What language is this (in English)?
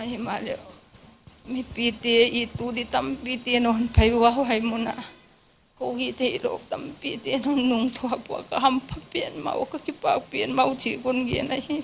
Paite Chin